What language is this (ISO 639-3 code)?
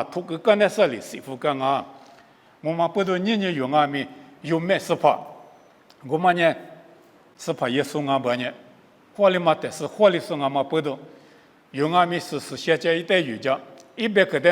lis